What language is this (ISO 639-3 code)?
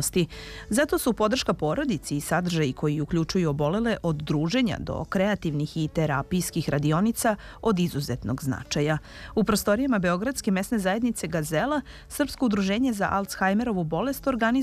srp